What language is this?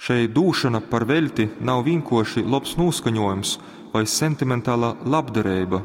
Latgalian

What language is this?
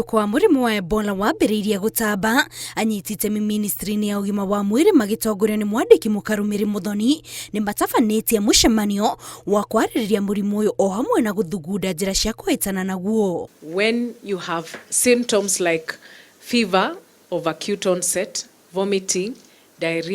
Kikuyu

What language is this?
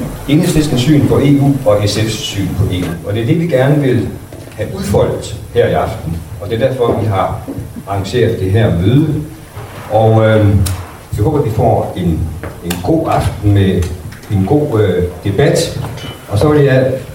Danish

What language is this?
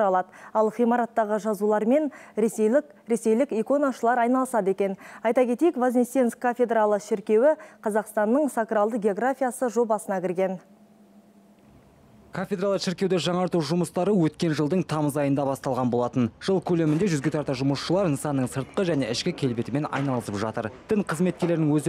Kazakh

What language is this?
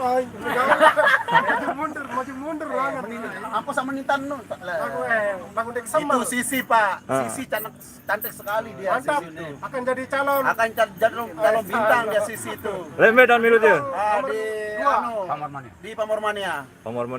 Sasak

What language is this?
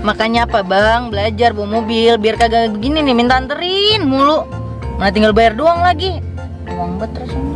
Betawi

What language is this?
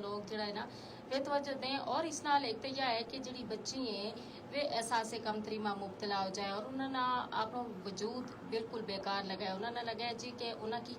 Gujari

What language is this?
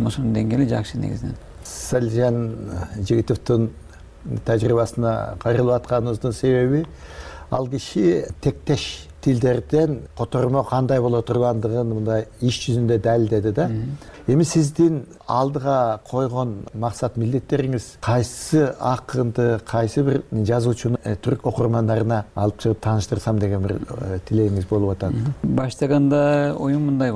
Kyrgyz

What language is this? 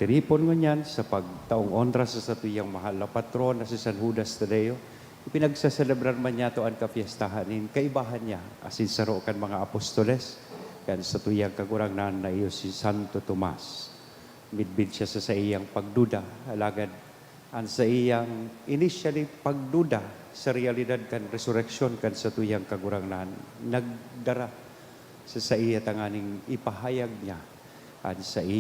Bikol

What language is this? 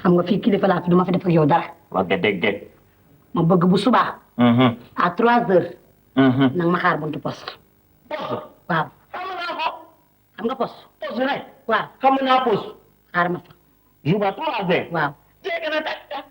Wolof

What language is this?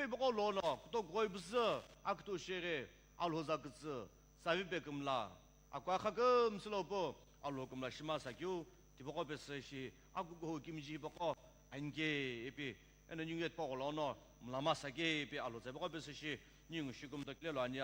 Sumi Naga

